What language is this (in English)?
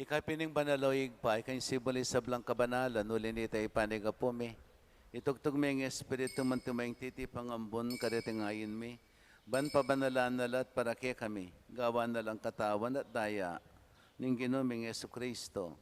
Pampanga